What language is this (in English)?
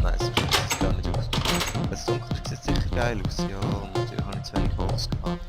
Swiss German